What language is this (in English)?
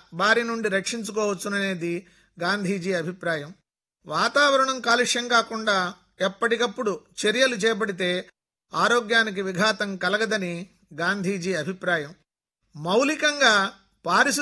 Telugu